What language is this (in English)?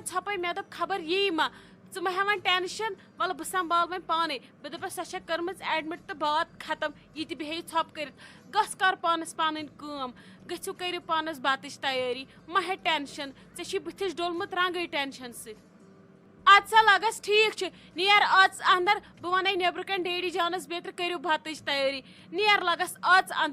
Kashmiri